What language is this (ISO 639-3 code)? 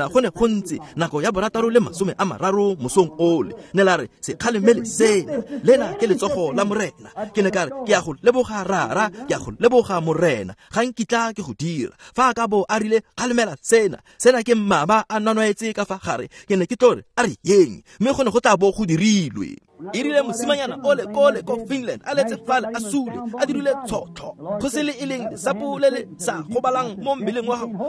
tsn